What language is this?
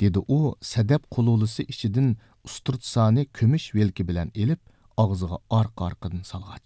Uyghur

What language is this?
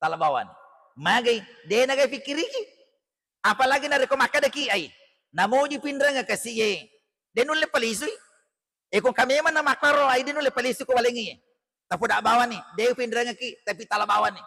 Buginese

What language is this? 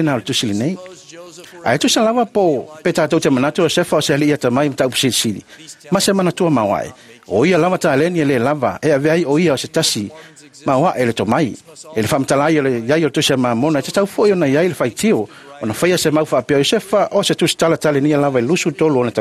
Samoan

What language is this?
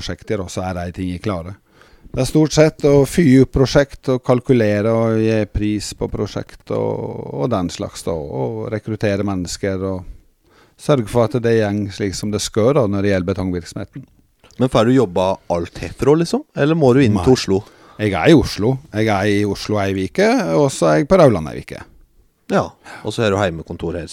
Norwegian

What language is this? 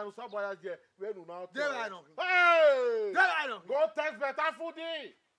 Bini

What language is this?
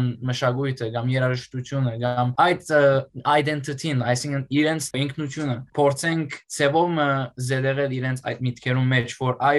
Western Armenian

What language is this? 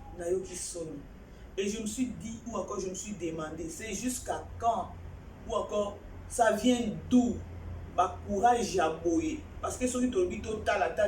Lingala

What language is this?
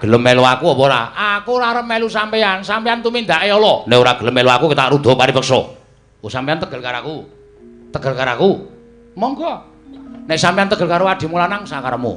Javanese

